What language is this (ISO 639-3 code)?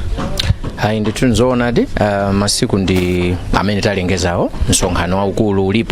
nya